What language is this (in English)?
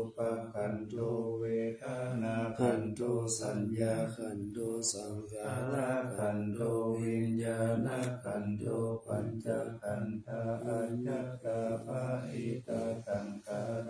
Pali